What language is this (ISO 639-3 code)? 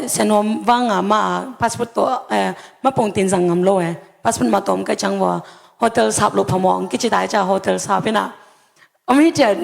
ctd